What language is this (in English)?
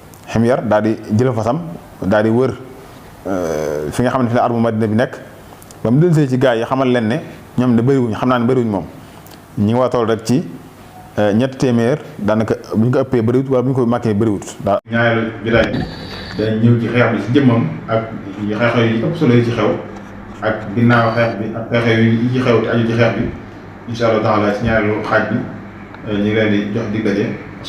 Wolof